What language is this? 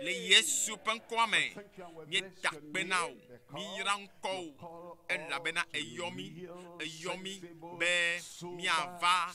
Ewe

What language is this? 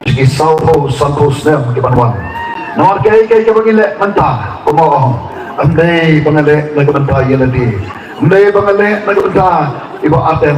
Khasi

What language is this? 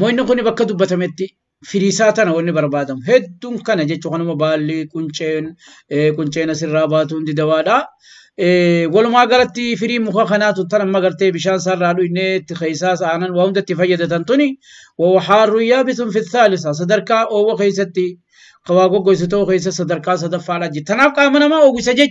Oromo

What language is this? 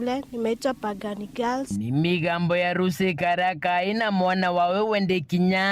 Meru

